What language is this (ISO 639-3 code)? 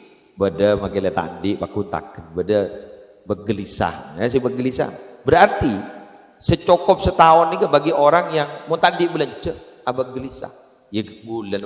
mad